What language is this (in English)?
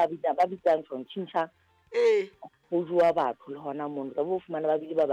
Southern Sotho